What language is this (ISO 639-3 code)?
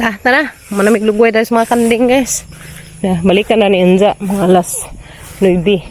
ceb